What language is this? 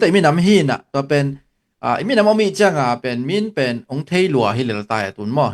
Tedim Chin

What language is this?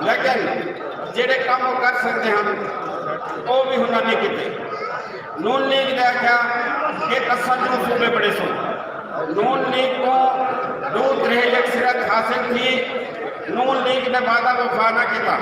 Saraiki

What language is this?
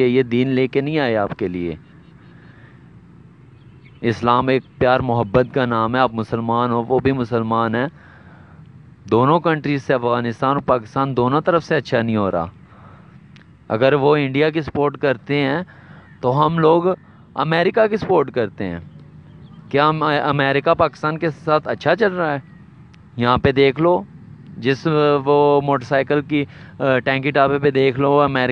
Urdu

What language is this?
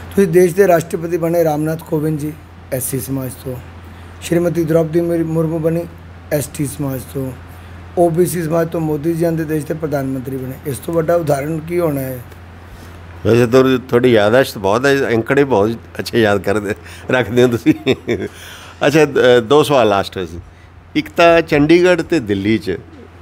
Punjabi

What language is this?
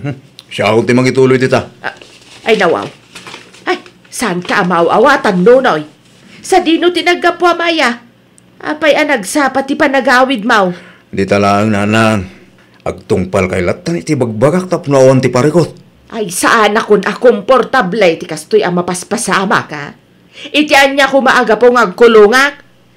Iloko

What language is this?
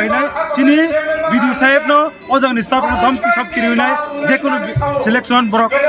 Kok Borok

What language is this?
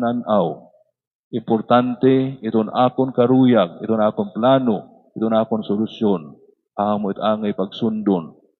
Waray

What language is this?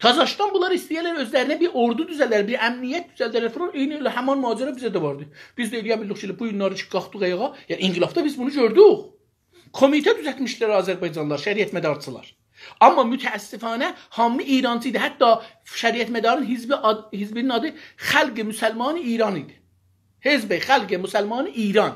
South Azerbaijani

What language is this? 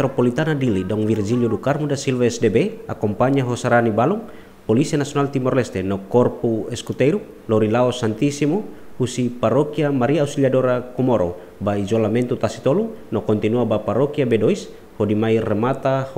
Tetum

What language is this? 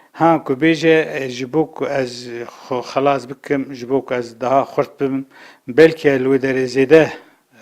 Kurdish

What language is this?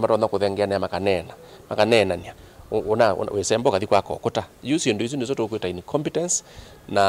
Kamba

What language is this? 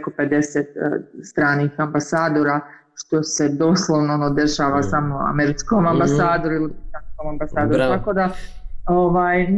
Bosnian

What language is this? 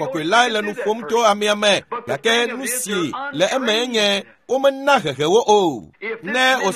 Ewe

